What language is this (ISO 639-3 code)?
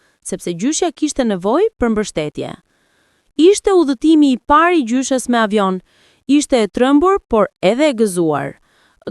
sqi